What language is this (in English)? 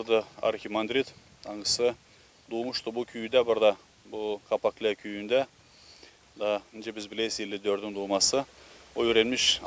Gagauz